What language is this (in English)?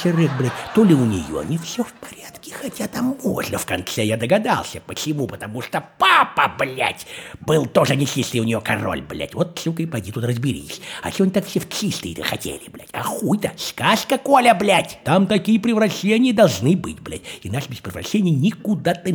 Russian